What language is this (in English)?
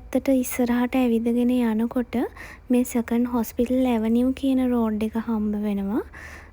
Sinhala